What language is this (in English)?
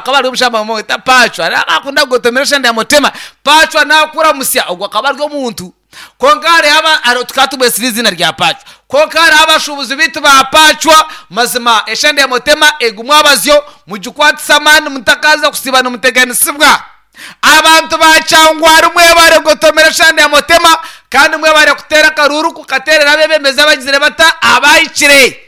Nyankole